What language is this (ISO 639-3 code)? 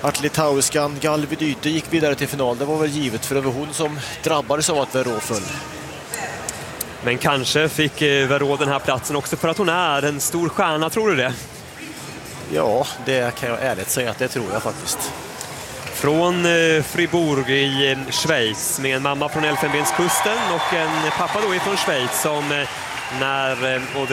swe